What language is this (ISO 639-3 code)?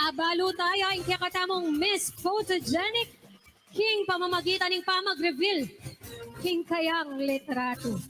pam